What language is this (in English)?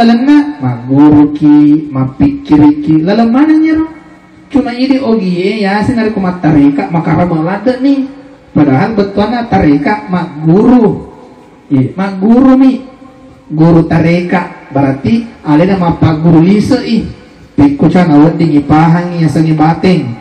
Buginese